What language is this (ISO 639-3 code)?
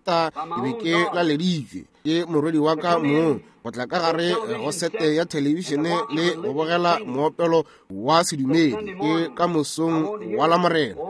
nso